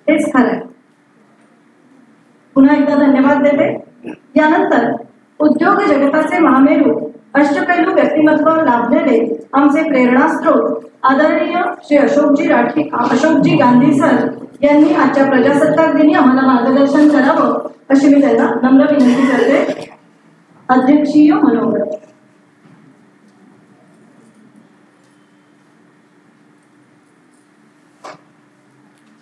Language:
Marathi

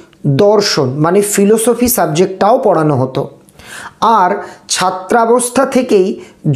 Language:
Bangla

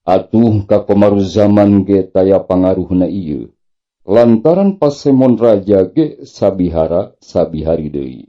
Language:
Sundanese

